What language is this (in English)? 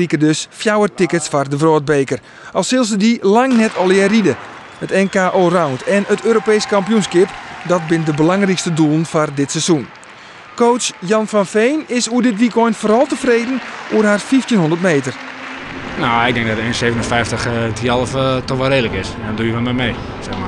Western Frisian